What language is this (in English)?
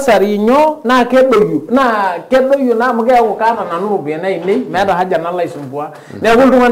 Masai